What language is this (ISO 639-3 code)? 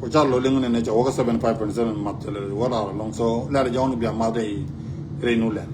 nus